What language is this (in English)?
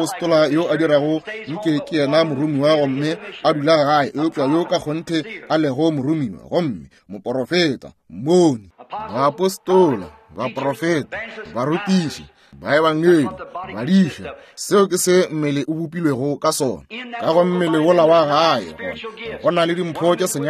Northern Sotho